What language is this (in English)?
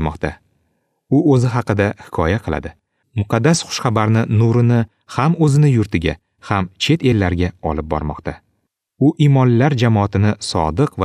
Uzbek